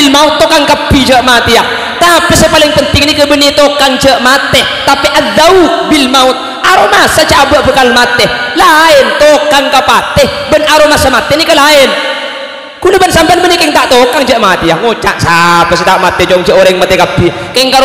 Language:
Madurese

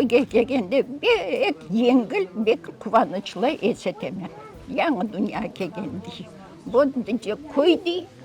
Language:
Crimean Tatar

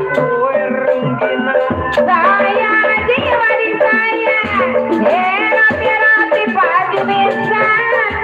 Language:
Betawi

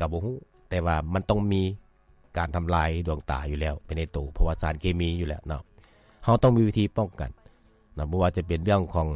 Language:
Lao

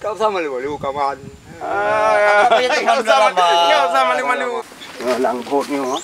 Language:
Achinese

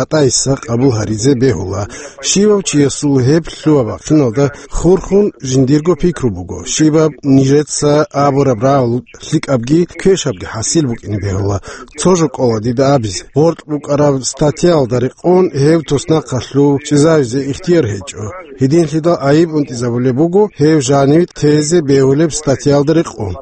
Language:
Avaric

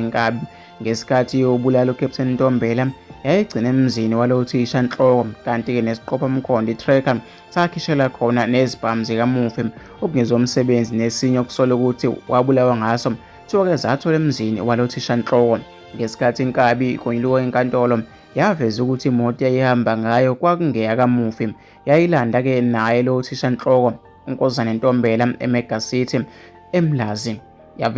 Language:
Zulu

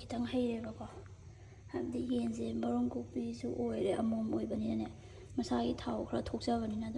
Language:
Manipuri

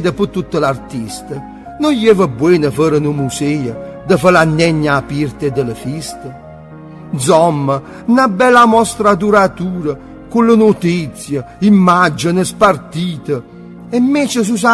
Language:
Neapolitan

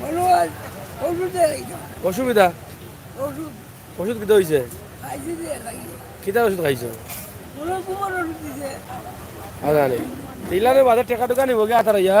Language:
Sylheti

